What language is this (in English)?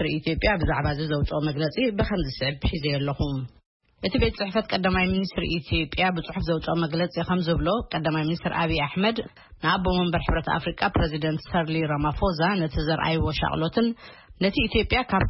Tigrinya